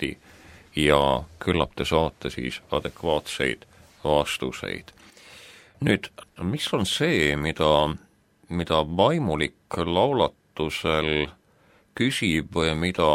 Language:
Estonian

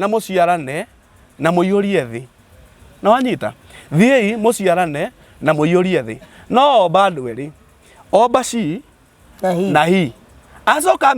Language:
Kikuyu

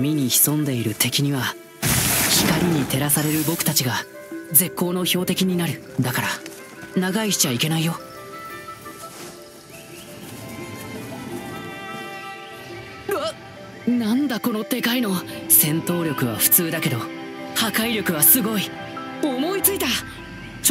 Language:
Japanese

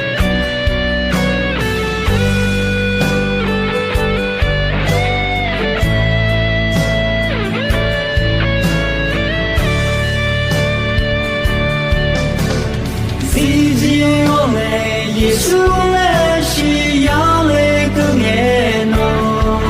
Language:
Akha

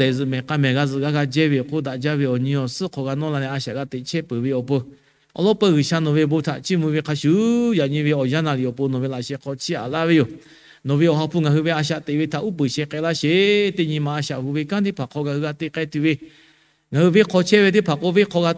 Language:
Lahu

